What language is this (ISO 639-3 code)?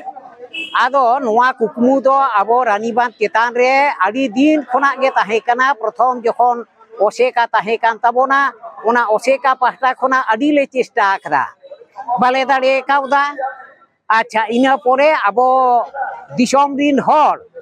sat